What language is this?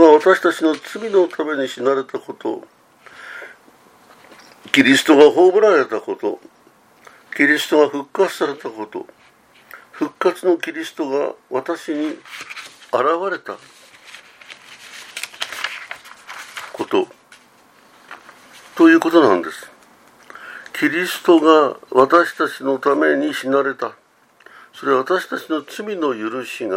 Japanese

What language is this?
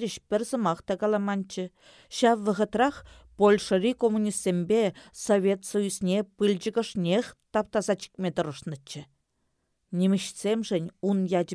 Chuvash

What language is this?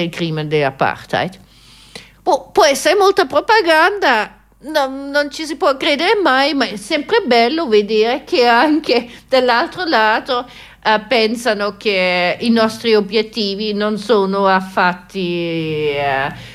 Italian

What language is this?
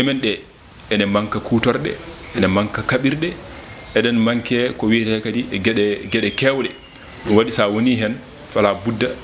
Fula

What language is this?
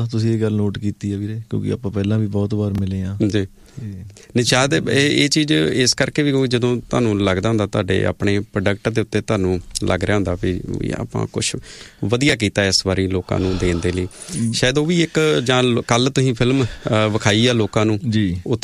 Punjabi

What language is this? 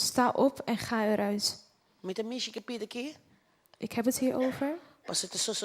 Papiamento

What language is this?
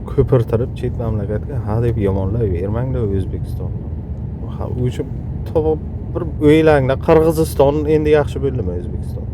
Uzbek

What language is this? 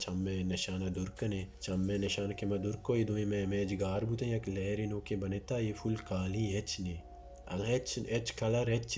Baluchi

